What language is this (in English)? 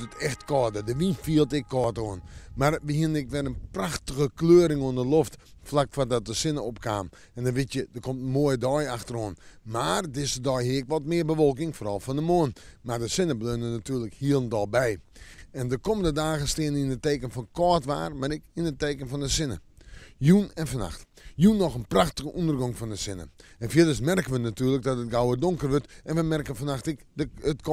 Western Frisian